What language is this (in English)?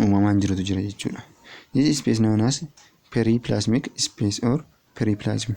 Oromo